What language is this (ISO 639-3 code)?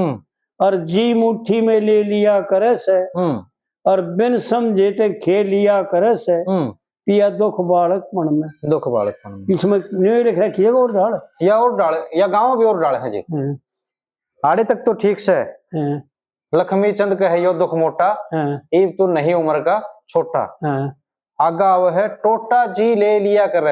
bgc